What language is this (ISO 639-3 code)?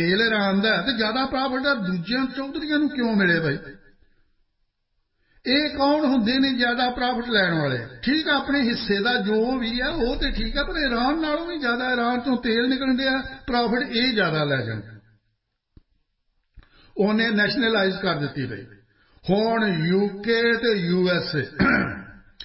pan